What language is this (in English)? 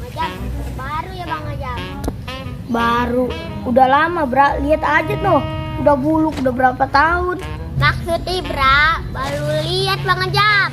Betawi